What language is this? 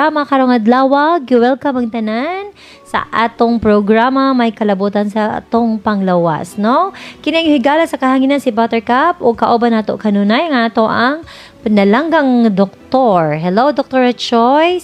Cebuano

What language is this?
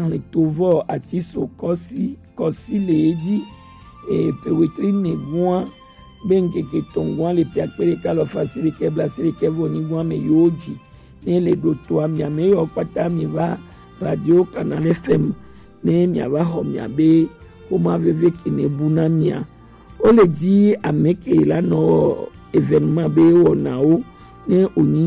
Gen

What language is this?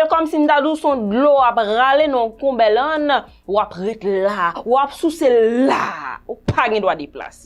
Haitian Creole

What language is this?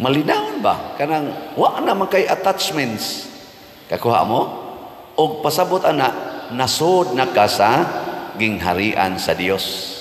Cebuano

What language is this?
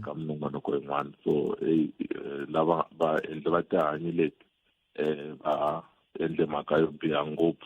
Tsonga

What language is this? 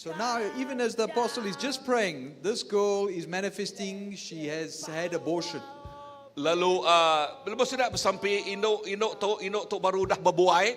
Iban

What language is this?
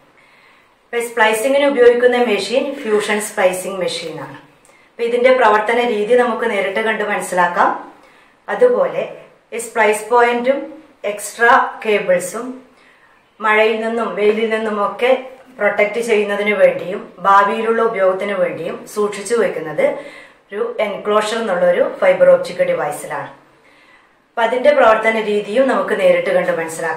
Malayalam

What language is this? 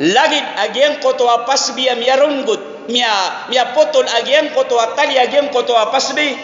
Maranao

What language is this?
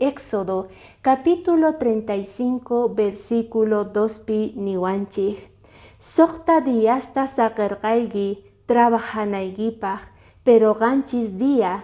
Quechua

